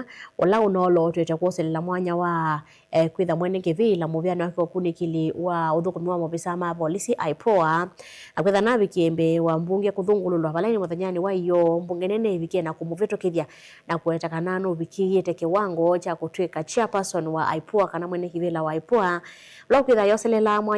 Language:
Kamba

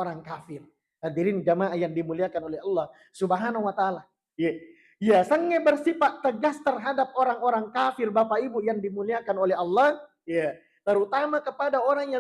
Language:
Buginese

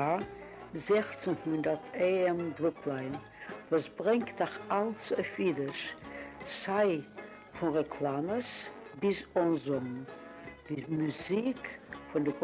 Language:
Yiddish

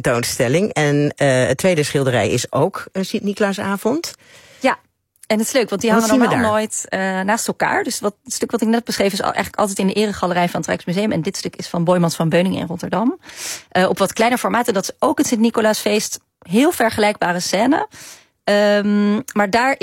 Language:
Dutch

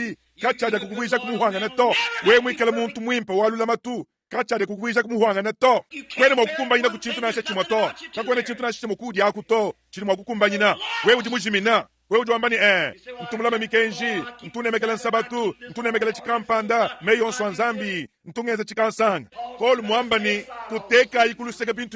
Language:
Luba-Lulua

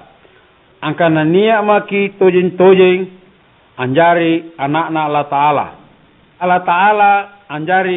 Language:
Makasar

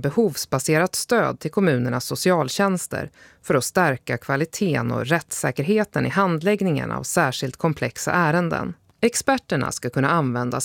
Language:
Swedish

